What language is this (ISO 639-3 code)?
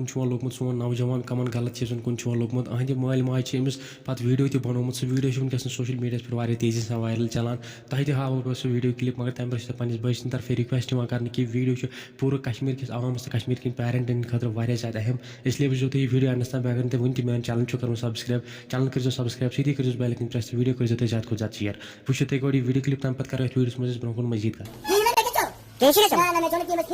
kas